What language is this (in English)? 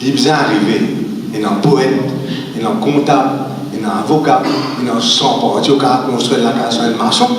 Morisyen